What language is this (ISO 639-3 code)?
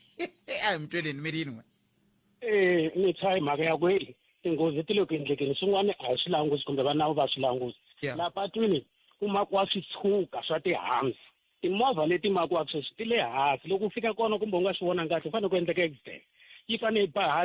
tso